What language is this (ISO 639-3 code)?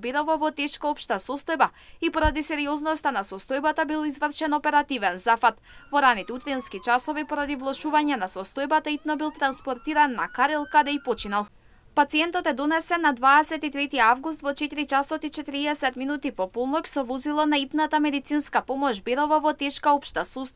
mkd